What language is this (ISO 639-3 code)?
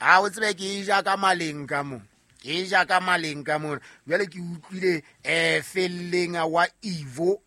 sot